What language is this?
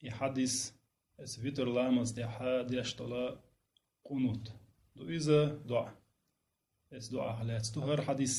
Chechen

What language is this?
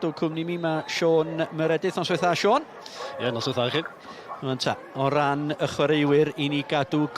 Welsh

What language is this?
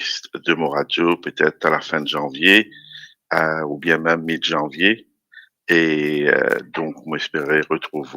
Morisyen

